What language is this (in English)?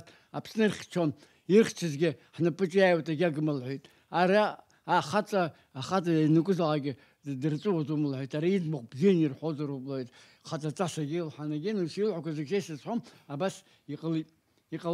Abkhazian